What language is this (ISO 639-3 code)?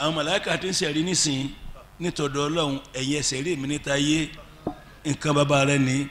yor